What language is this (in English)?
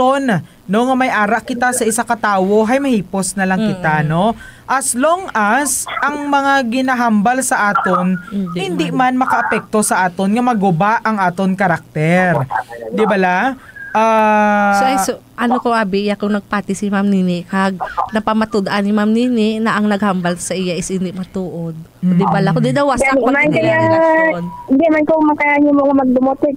Hiligaynon